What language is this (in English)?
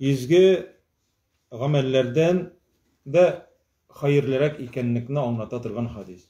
Tatar